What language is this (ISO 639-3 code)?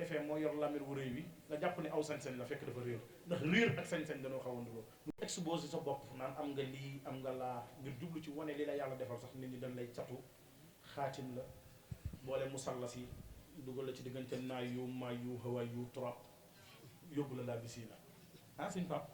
wol